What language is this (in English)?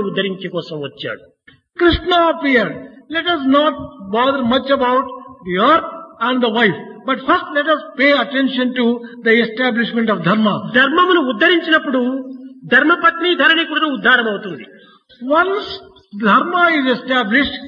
Telugu